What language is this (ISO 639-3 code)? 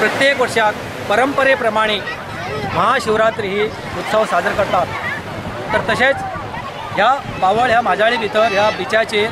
kok